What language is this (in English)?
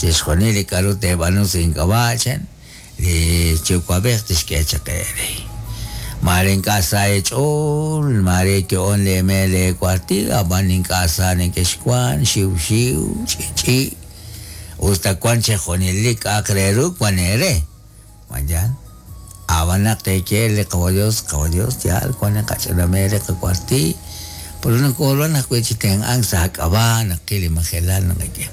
Kekchí